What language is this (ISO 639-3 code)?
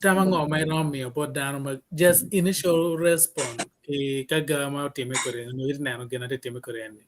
ach